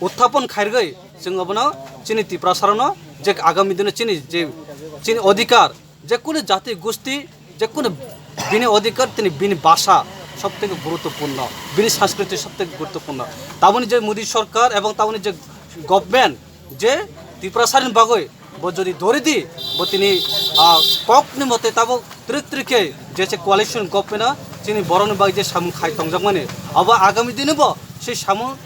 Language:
Kok Borok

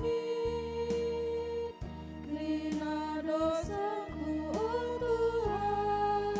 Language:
Batak Karo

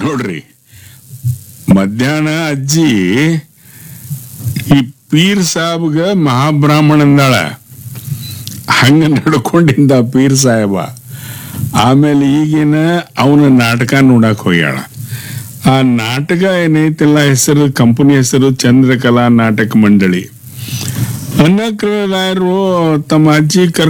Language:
Kannada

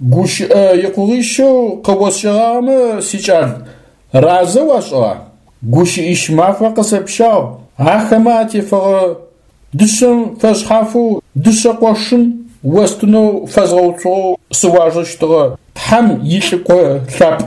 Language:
Adyghe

